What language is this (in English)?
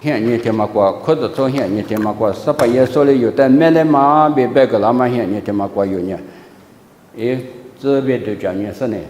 Lisu